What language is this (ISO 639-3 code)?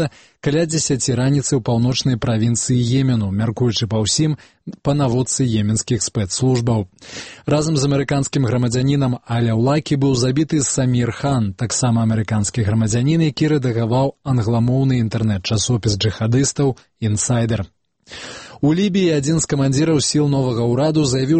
bel